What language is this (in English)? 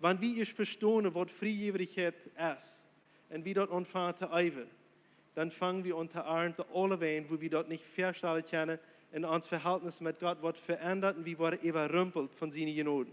Plautdietsch